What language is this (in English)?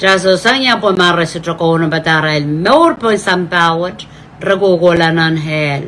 Pohnpeian